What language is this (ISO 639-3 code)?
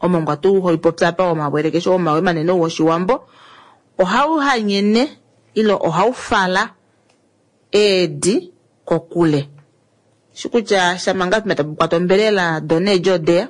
kua